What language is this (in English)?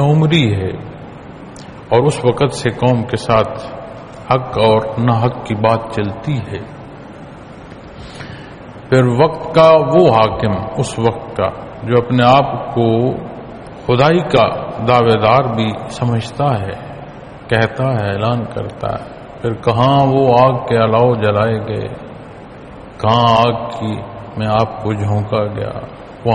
Urdu